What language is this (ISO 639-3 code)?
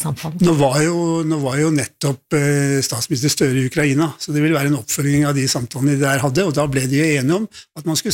nor